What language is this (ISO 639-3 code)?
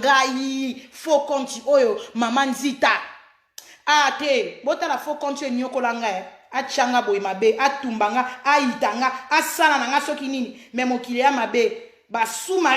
lin